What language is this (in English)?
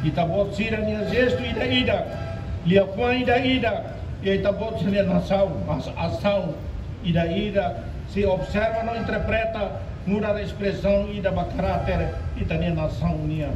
Tetum